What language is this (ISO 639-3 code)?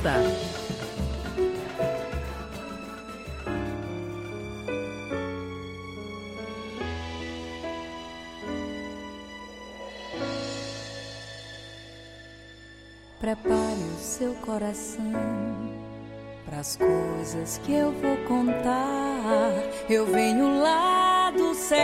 por